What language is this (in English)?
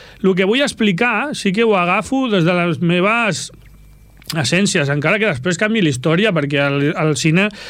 Catalan